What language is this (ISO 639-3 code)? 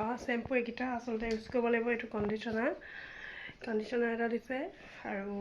asm